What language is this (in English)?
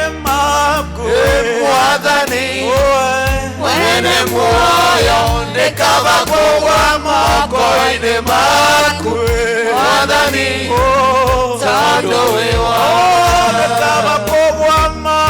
Kikuyu